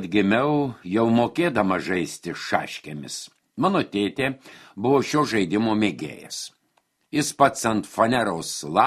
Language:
Lithuanian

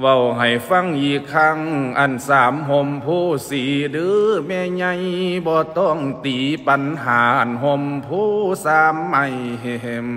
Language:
Lao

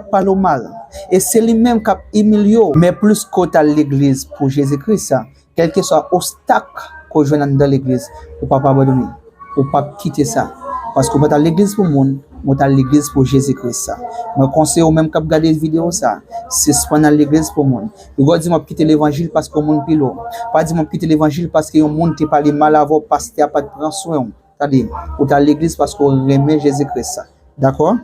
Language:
Haitian Creole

